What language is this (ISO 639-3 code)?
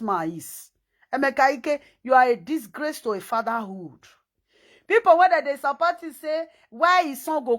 pcm